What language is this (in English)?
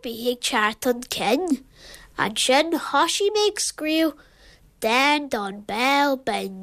Irish